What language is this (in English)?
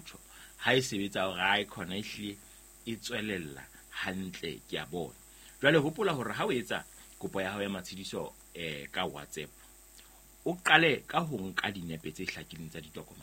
Southern Sotho